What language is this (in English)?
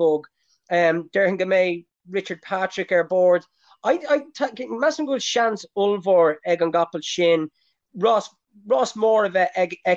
Irish